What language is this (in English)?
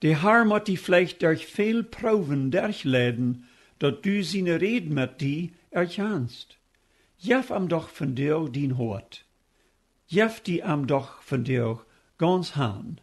Plautdietsch